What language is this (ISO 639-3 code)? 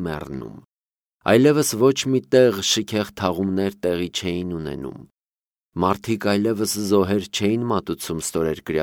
hye